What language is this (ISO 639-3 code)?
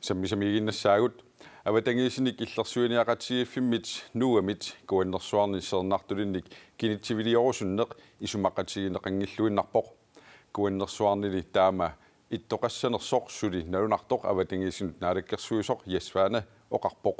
kal